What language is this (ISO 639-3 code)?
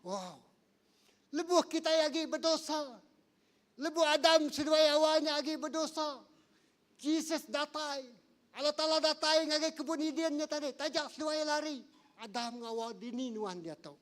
iba